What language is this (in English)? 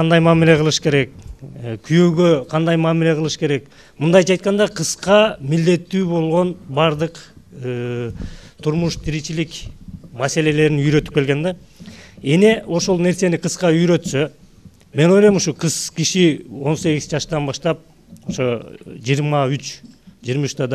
Kyrgyz